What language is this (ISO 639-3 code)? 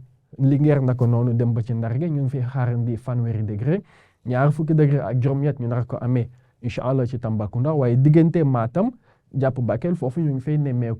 wol